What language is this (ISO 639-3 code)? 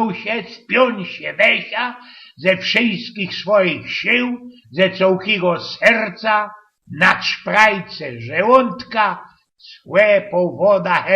szl